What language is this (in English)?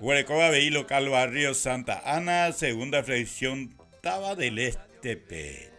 Guarani